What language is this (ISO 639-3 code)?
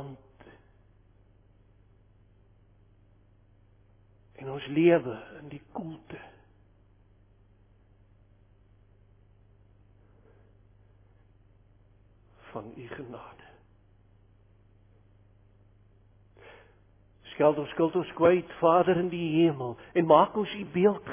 afr